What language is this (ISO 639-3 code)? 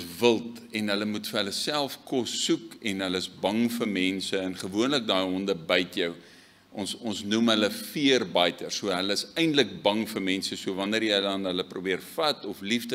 afr